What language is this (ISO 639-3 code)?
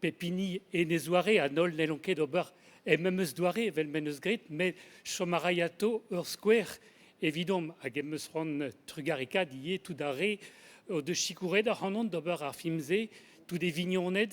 bre